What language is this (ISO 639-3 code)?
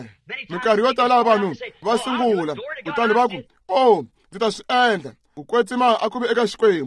tso